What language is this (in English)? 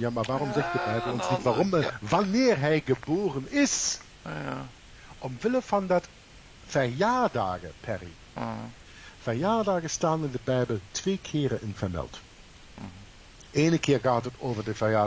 Dutch